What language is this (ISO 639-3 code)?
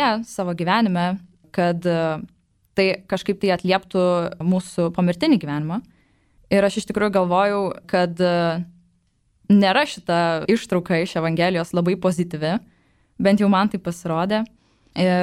lit